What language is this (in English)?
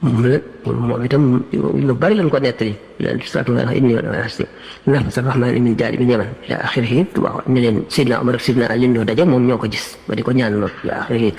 Wolof